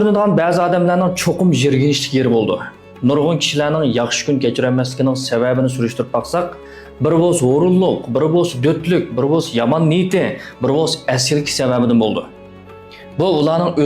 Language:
Uyghur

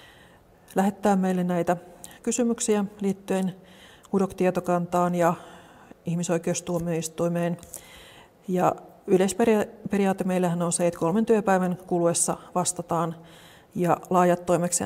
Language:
Finnish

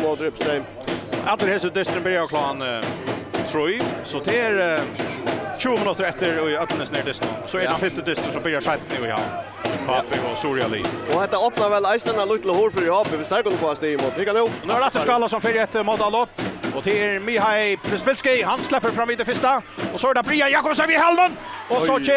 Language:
Faroese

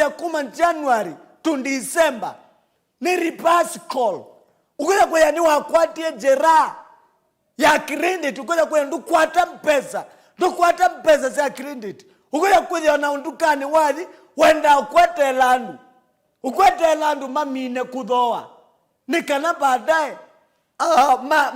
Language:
Kamba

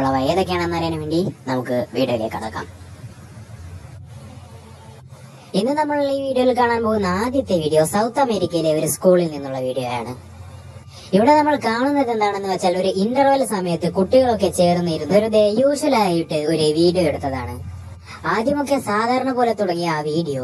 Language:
Malayalam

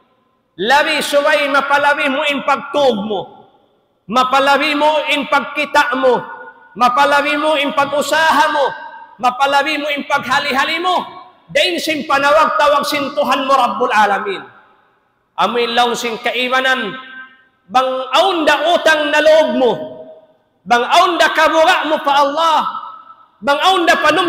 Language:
Tausug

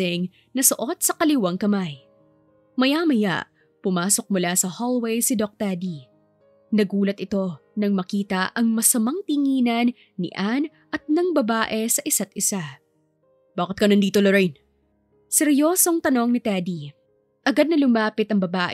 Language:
Filipino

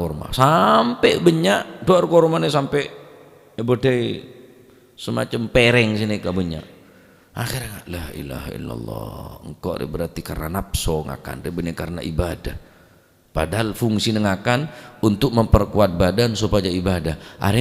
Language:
Madurese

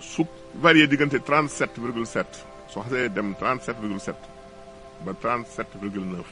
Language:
Wolof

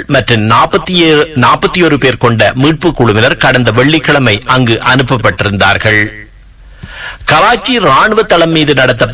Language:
Tamil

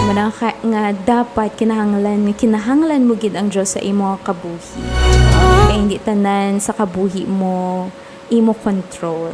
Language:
Hiligaynon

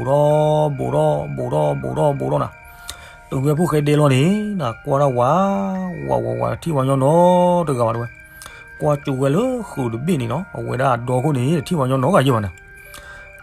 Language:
S'gaw Karen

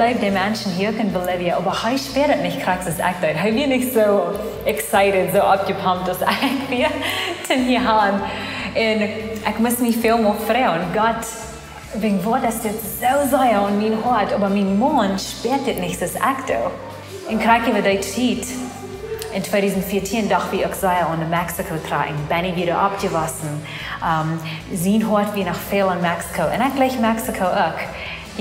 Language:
Plautdietsch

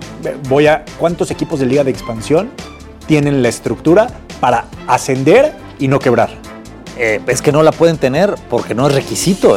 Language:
Spanish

